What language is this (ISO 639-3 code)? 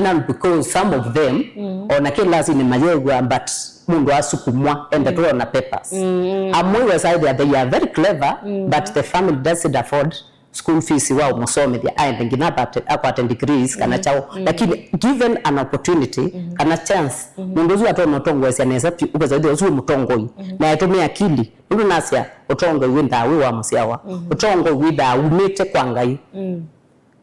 kam